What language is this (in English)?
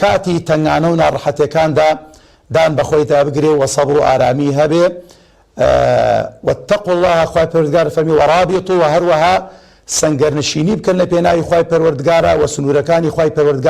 Central Kurdish